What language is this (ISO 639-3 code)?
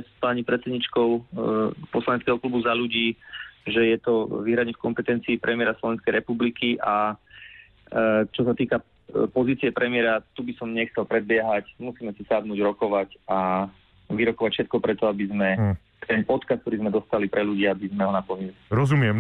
slk